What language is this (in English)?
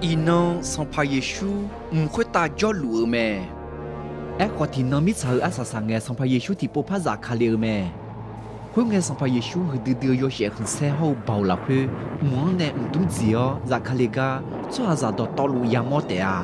Akha